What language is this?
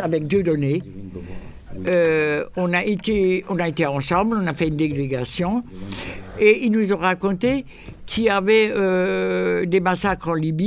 French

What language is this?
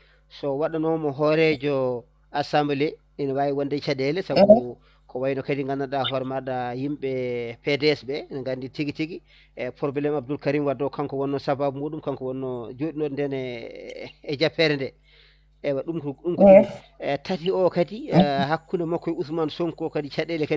Fula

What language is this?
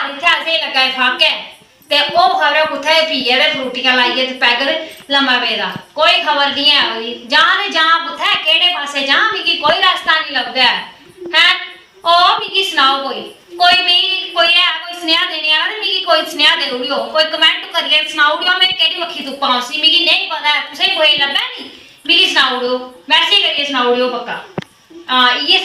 Dogri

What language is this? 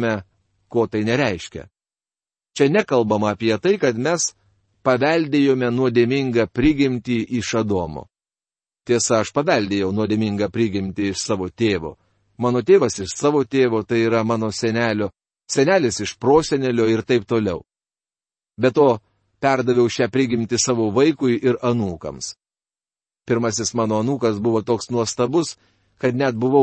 Lithuanian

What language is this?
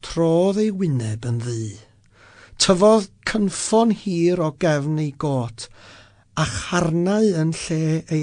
Welsh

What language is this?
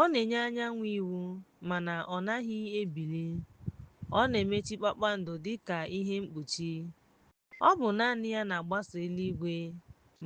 Igbo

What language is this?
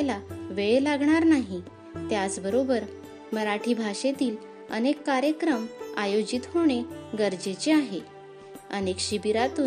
Marathi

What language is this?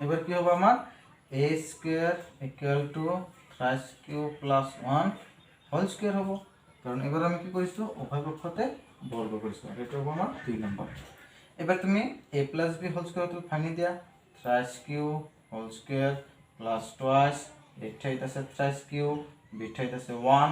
Assamese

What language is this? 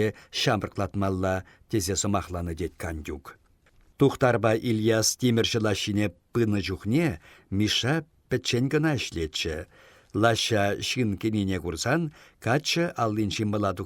Chuvash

